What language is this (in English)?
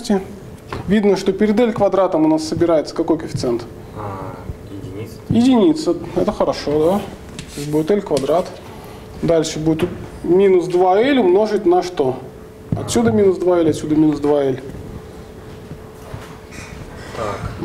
Russian